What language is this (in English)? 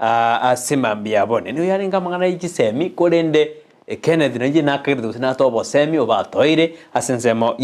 Gusii